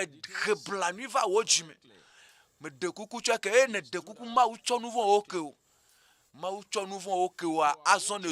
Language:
Ewe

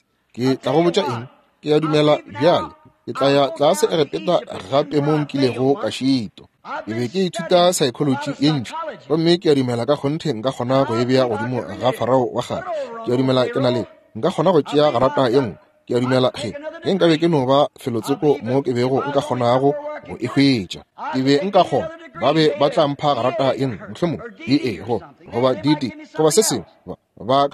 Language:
Northern Sotho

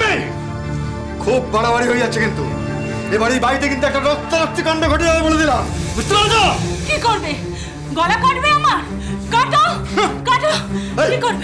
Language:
Bangla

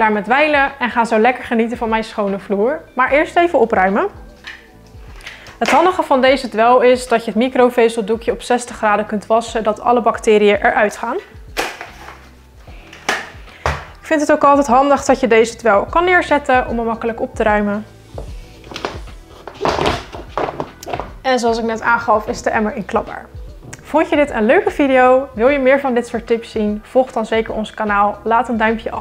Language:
Dutch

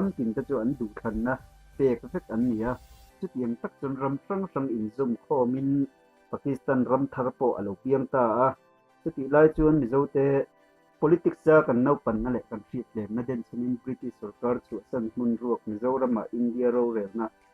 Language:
Mizo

